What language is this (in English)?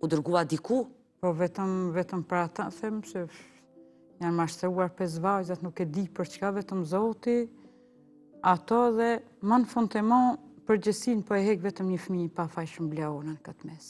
Albanian